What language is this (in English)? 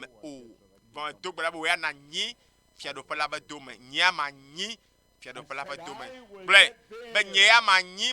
Ewe